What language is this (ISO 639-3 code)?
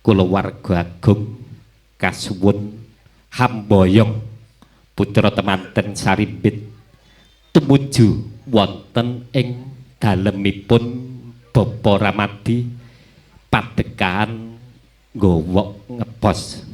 jav